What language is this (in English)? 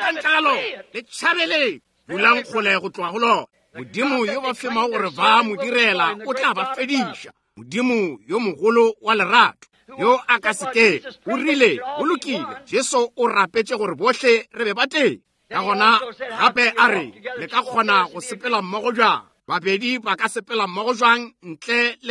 Northern Sotho